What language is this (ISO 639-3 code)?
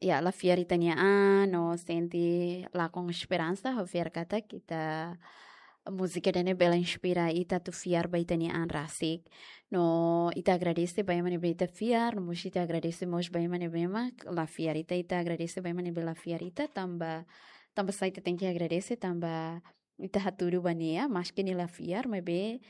tet